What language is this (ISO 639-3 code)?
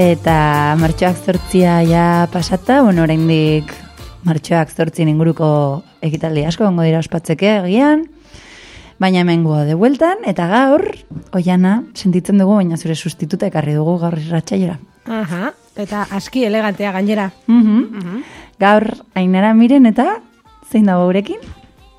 eus